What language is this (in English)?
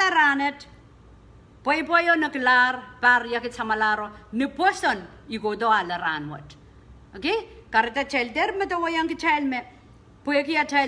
Pohnpeian